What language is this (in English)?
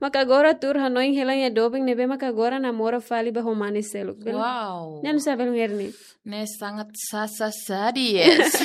Tetum